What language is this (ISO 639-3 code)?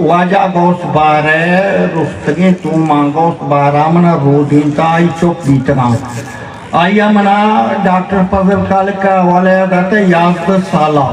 bgp